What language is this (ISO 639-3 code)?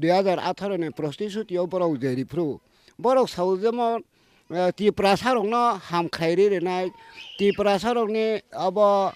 trp